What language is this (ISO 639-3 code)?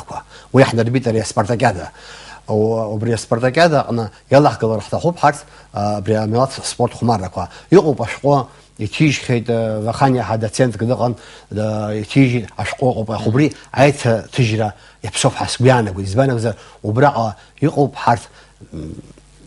abk